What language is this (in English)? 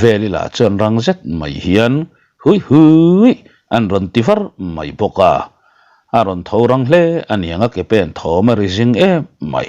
Mizo